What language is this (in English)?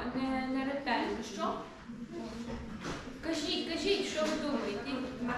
Ukrainian